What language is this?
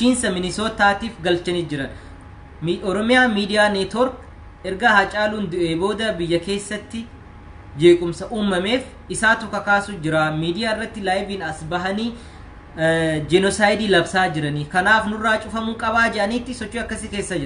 Oromo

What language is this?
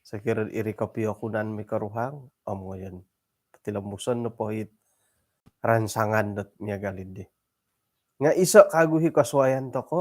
Central Dusun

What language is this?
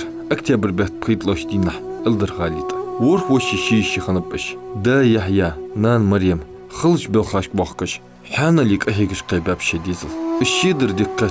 Ingush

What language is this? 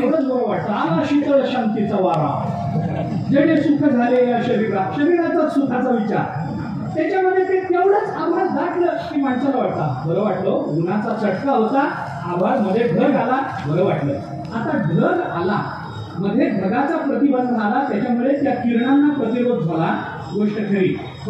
Marathi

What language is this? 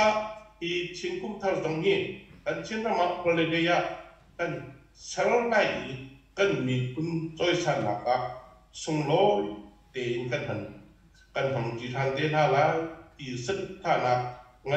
Hakha Chin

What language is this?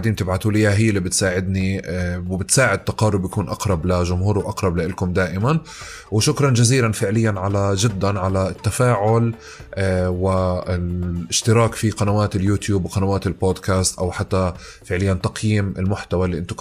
North Levantine Arabic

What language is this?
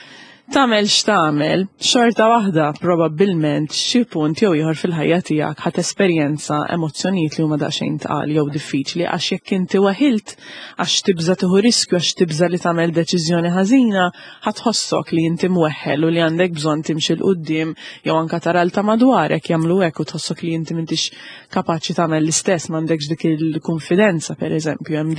Maltese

